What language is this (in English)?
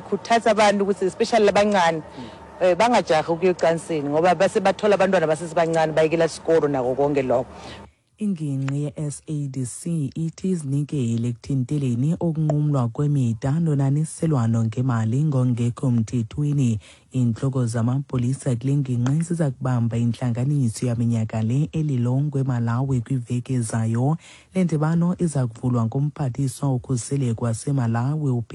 Xhosa